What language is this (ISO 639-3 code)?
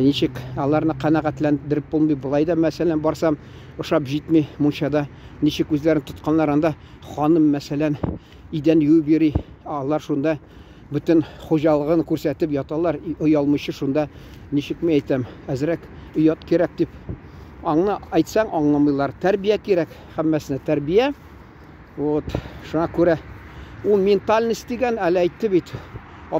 tat